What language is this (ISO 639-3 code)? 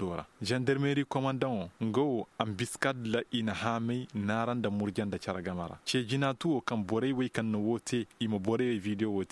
ses